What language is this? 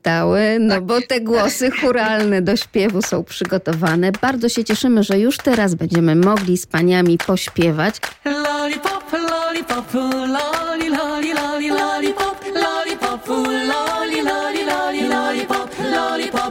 Polish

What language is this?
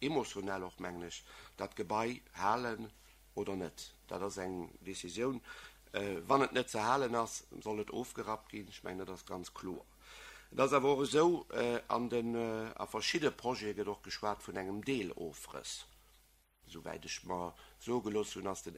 Luxembourgish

